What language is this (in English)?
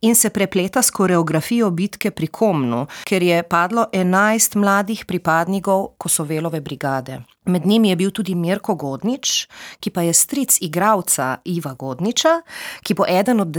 Slovenian